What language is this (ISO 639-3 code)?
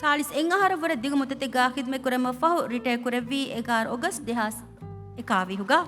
div